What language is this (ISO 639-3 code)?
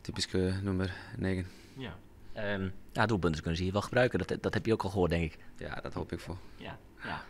fry